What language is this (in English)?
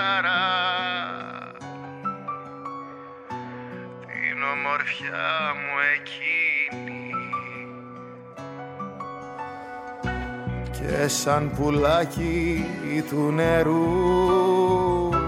Greek